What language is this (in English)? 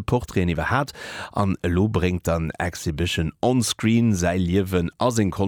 Luxembourgish